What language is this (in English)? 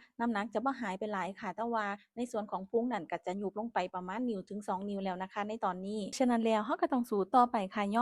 Northeastern Thai